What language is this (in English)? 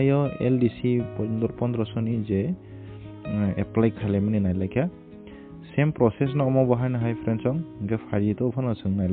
Kok Borok